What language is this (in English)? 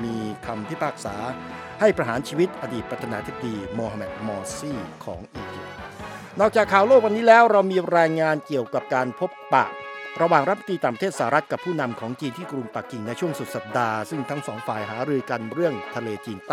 Thai